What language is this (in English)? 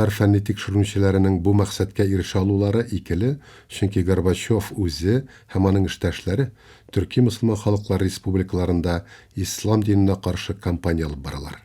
Tatar